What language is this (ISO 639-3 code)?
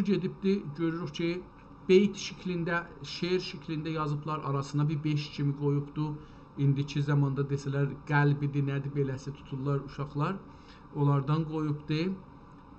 azb